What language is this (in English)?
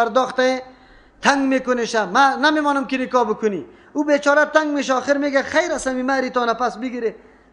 Persian